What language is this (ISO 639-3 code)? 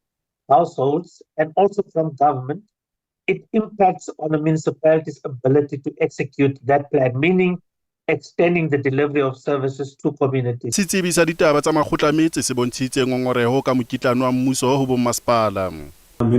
sot